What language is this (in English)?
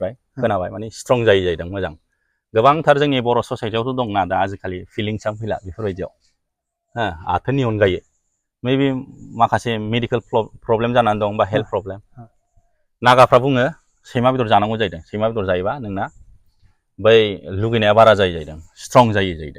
Bodo